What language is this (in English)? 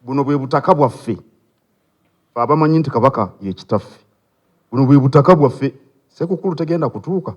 Ganda